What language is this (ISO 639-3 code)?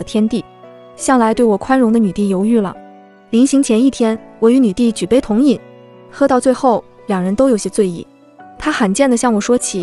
zho